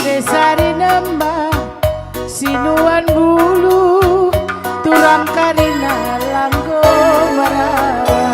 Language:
Batak Karo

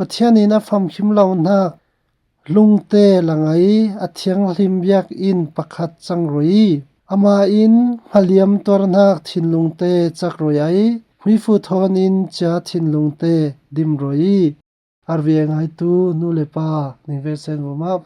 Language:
Falam Chin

